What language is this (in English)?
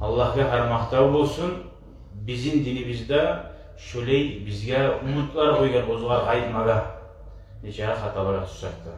Kumyk